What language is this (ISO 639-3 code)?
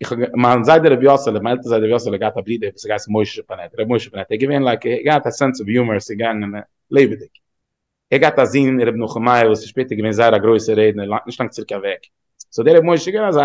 yid